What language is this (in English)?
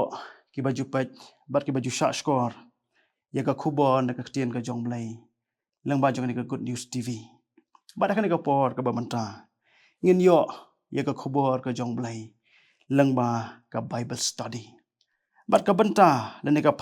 Khasi